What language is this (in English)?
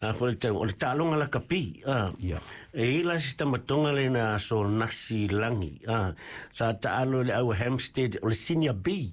Samoan